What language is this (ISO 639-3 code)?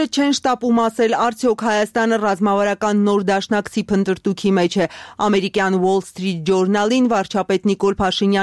hye